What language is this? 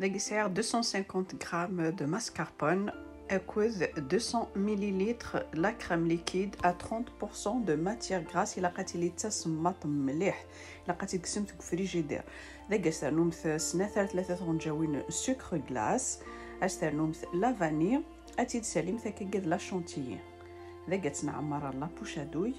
Kabyle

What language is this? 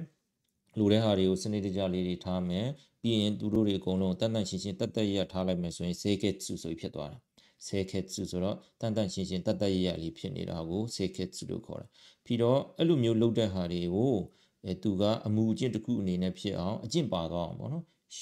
Burmese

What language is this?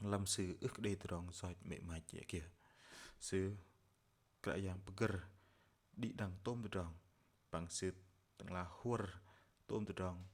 Bahnar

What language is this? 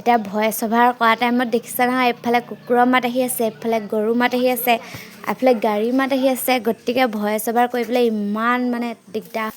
Assamese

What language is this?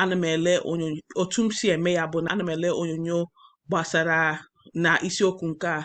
Igbo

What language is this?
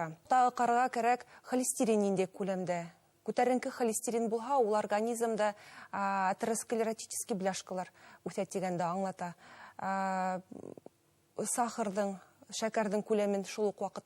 Bashkir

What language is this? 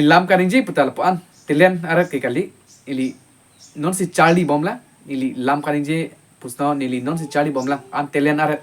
Karbi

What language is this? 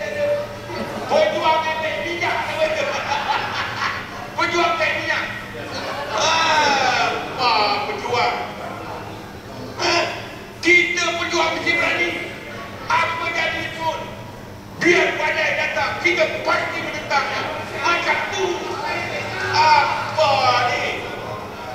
Malay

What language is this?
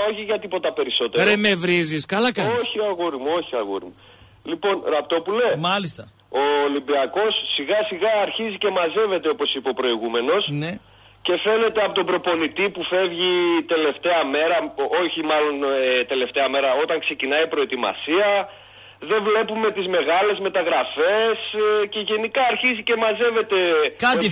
Greek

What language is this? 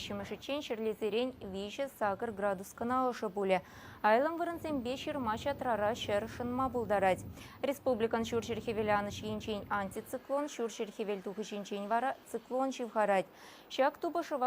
Chuvash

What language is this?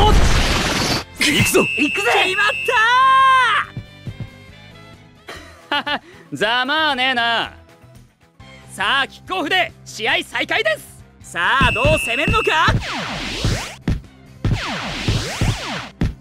Japanese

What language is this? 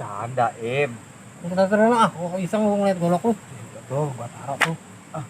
Betawi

